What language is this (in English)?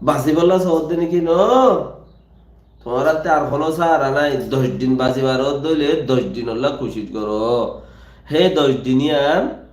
Rohingya